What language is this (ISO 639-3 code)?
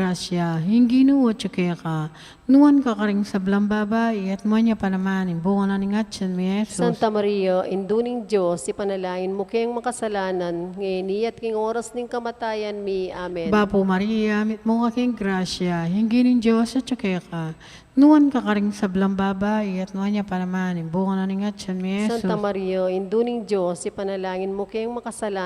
pam